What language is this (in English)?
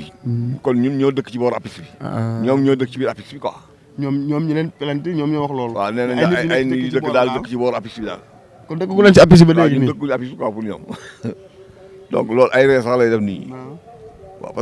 Wolof